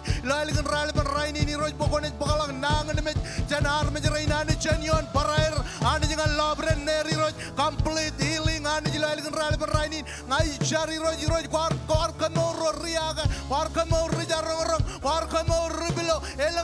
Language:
Marshallese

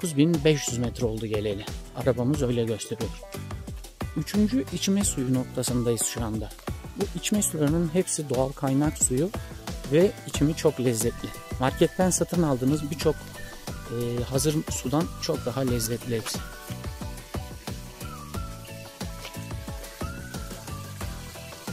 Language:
Turkish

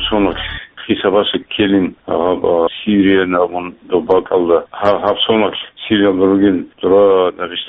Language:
Avaric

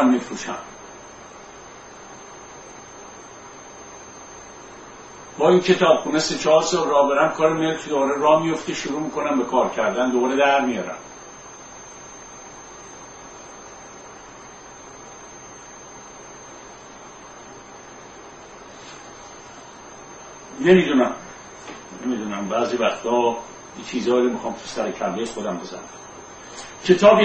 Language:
Persian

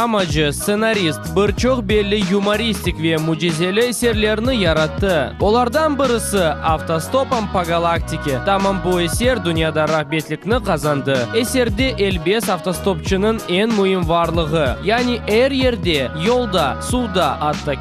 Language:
Crimean Tatar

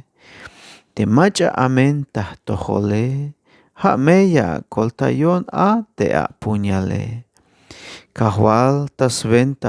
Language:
Tzeltal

